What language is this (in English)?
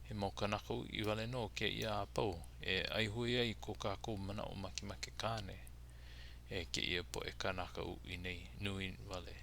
Hawaiian